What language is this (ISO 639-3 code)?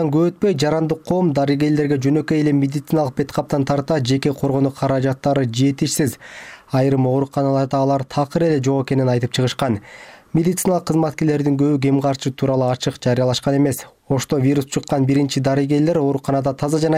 kir